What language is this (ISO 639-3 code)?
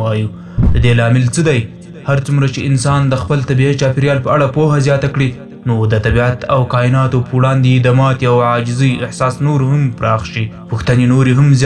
pus